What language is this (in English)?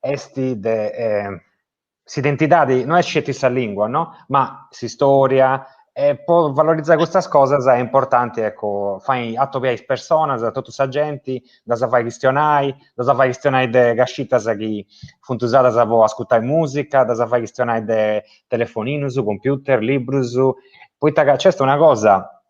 Sardinian